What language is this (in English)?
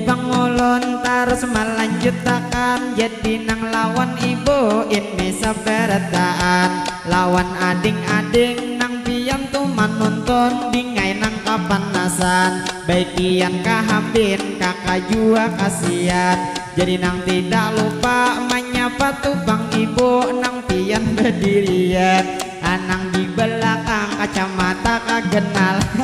Banjar